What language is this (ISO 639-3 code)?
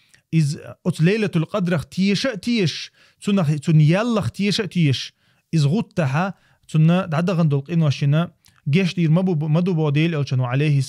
che